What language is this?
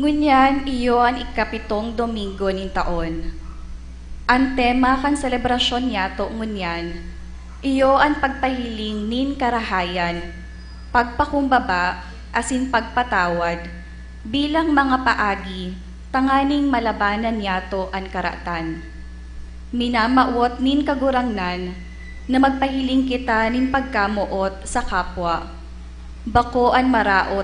Bikol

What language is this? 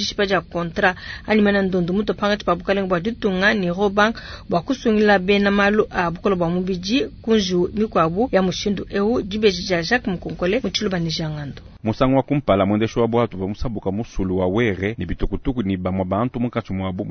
Luba-Lulua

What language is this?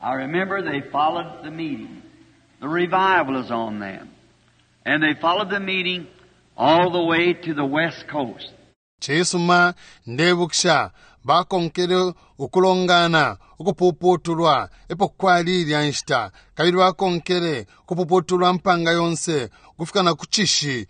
Bemba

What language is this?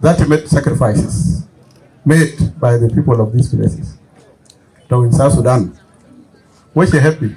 Dinka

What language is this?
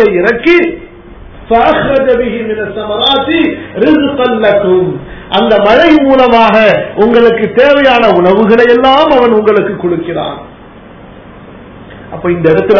Tamil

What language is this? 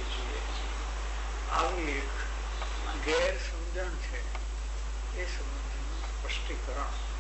Gujarati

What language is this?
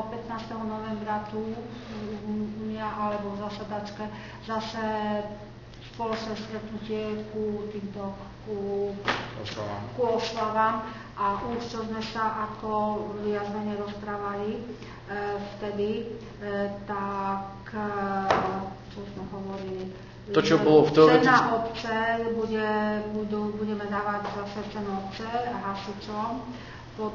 Slovak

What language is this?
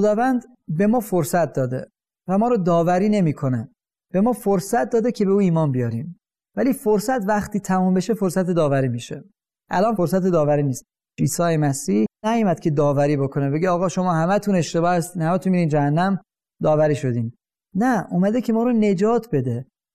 Persian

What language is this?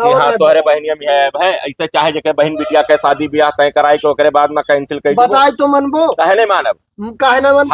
Awadhi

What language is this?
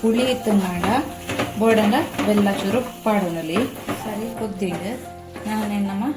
Tulu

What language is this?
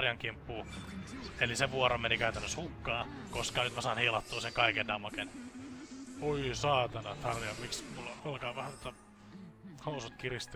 Finnish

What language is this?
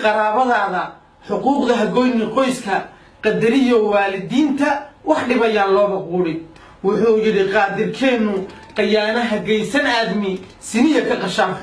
Somali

